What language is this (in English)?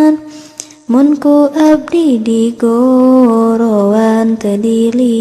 Sundanese